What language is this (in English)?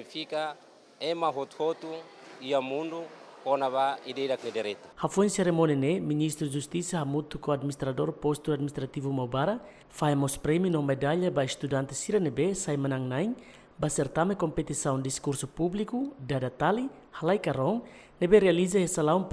Tetum